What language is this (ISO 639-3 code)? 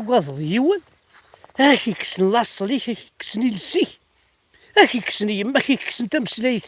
kab